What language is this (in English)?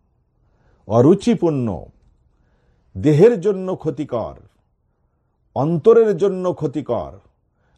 Bangla